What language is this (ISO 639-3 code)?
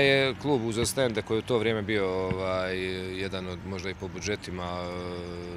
hrv